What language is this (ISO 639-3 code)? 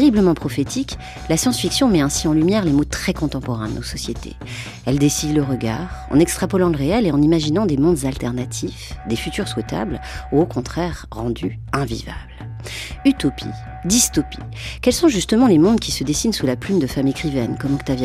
fra